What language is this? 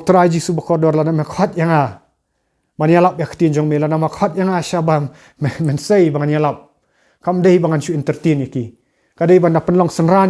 Khasi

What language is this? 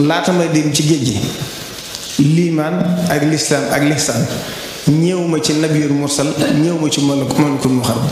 Wolof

